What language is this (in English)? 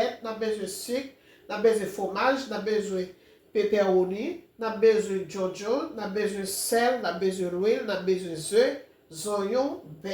Haitian Creole